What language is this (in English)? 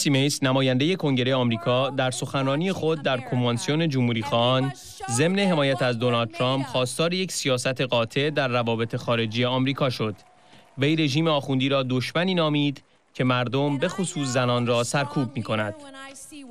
Persian